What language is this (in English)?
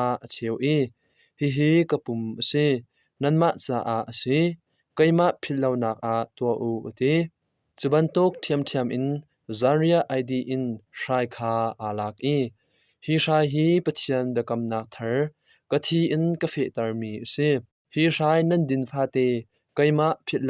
Hakha Chin